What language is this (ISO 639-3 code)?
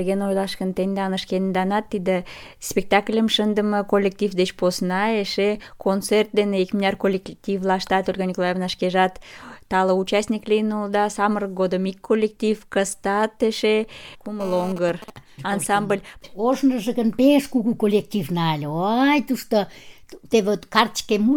chm